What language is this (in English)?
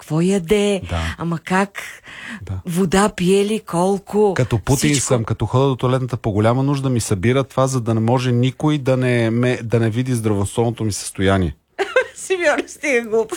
Bulgarian